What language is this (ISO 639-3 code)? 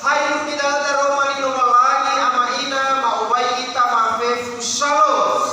nia